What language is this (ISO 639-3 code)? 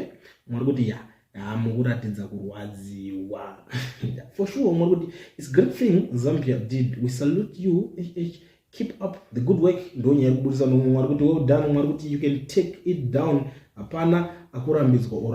sna